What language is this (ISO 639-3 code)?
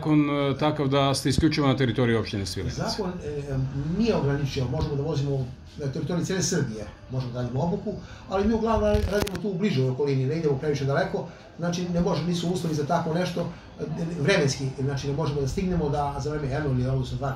srp